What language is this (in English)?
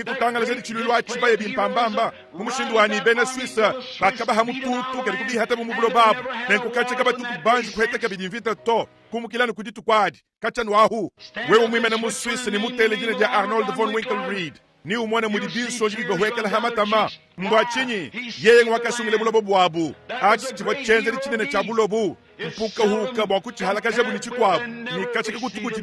Luba-Lulua